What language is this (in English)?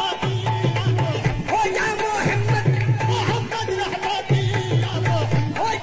Urdu